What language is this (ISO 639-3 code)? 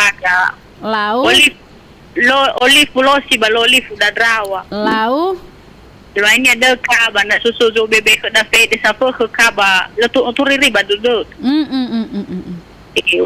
nia